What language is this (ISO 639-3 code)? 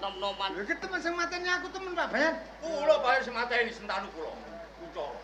jav